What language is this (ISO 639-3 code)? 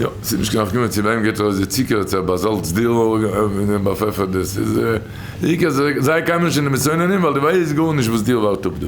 yid